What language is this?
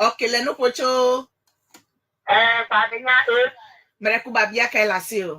Ewe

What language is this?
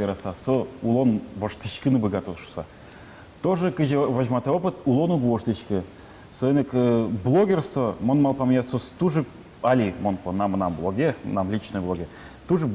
Udmurt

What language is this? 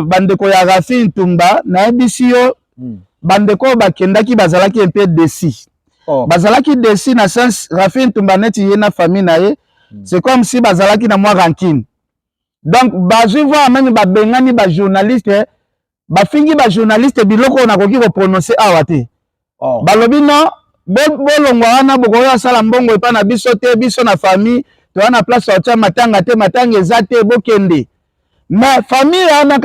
Lingala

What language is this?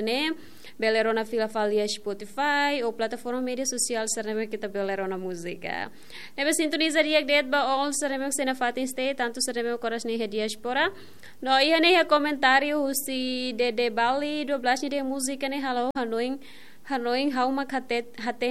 Tetum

